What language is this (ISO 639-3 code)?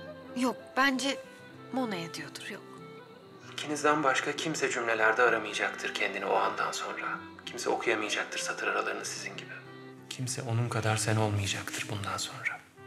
tur